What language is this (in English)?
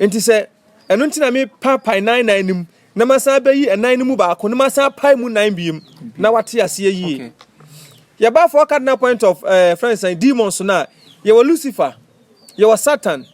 Akan